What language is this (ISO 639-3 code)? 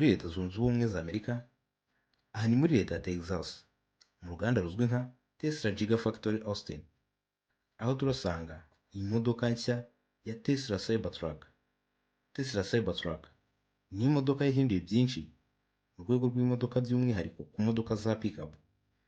kin